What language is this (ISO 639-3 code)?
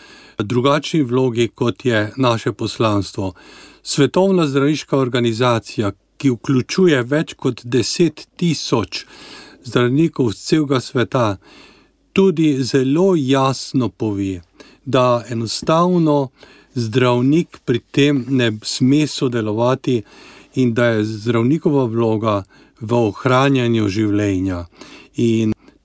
slv